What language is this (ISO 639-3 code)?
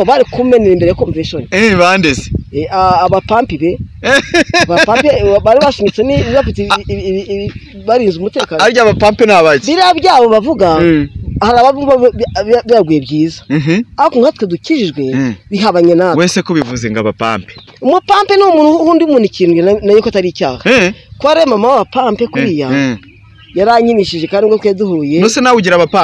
kin